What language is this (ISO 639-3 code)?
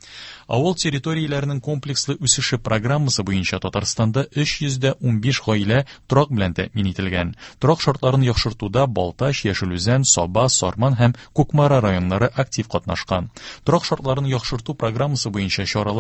tat